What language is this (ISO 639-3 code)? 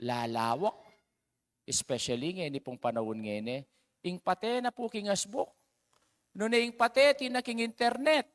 pam